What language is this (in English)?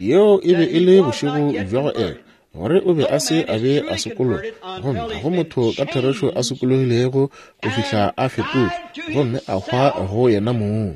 Northern Sotho